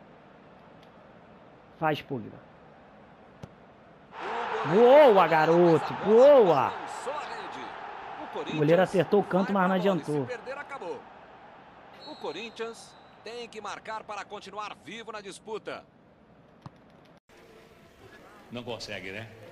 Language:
Portuguese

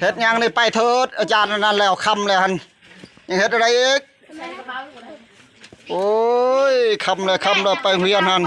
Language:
Northeastern Thai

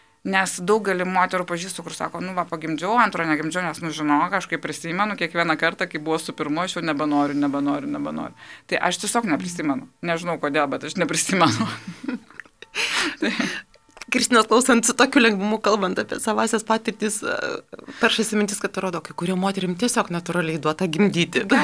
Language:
Lithuanian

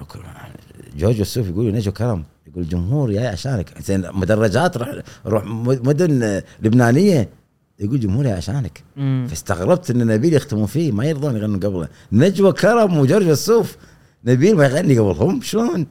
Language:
Gulf Arabic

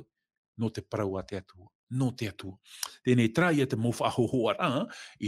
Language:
Tahitian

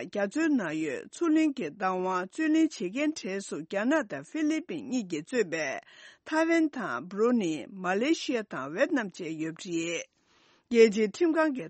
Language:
Tibetan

